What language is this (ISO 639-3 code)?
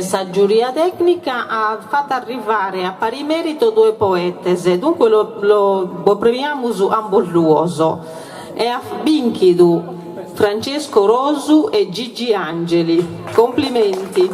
srd